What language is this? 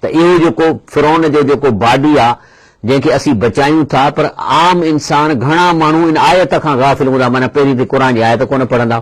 Sindhi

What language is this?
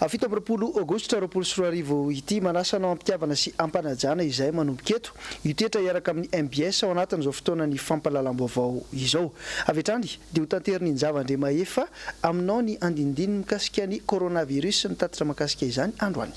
Malagasy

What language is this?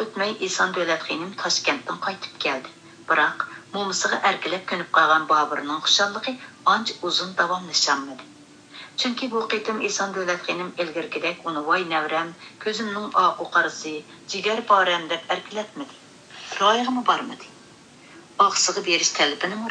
Uyghur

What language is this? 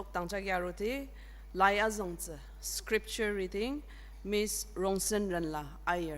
Ao Naga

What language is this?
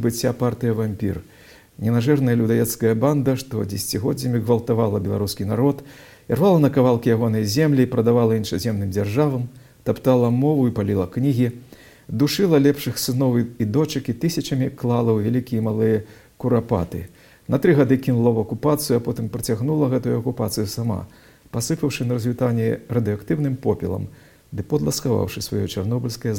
Belarusian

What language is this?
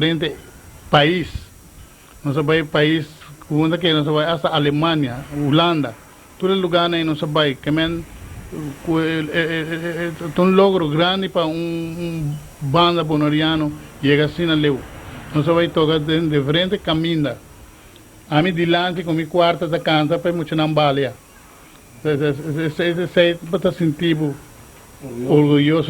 Papiamento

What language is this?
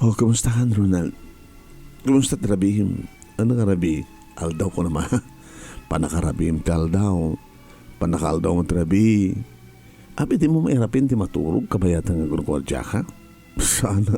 Iloko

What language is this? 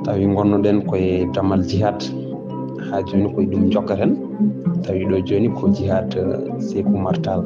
Fula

